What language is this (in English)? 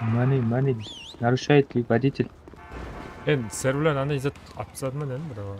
Kara-Kalpak